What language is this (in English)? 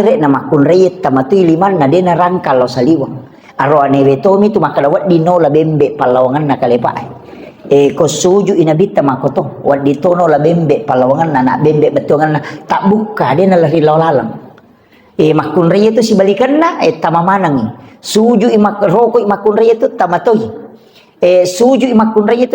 Buginese